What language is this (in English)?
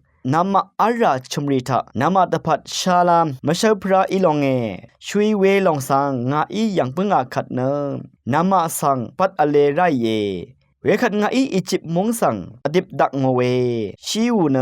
Rawang